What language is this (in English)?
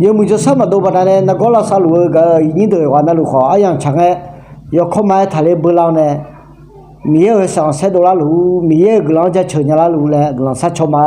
Akha